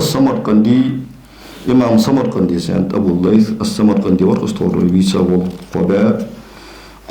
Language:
Ingush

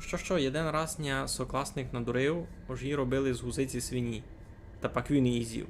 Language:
Rusyn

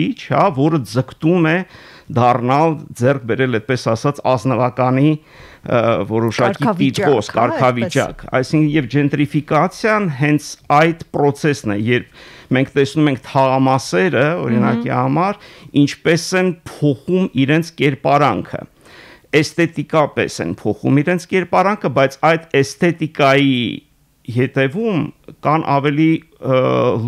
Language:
Armenian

